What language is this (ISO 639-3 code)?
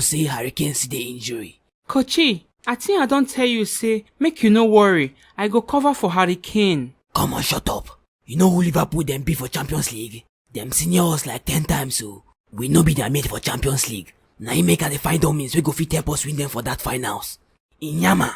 pcm